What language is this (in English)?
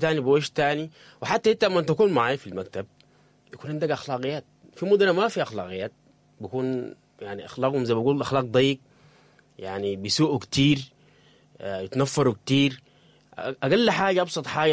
Sudanese Arabic